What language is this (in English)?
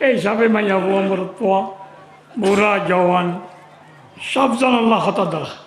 Rohingya